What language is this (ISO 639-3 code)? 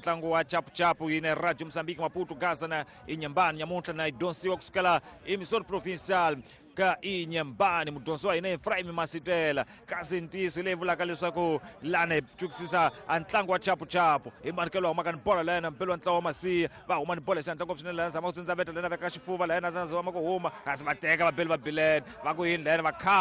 tso